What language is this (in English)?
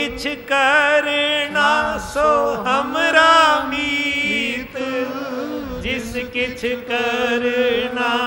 Punjabi